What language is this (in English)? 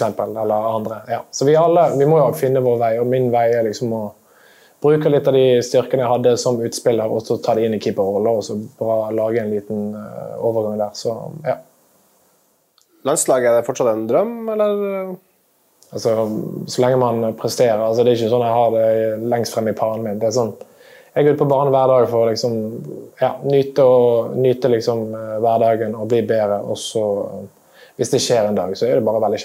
Norwegian